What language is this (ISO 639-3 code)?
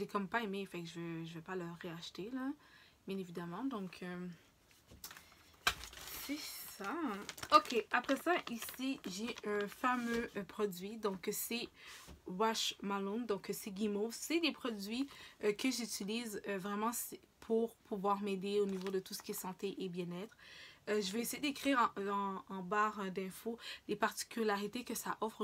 fra